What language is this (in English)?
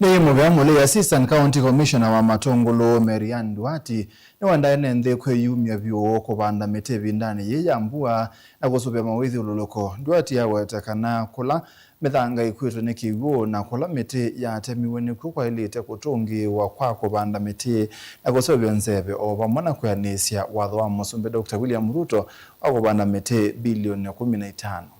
Kamba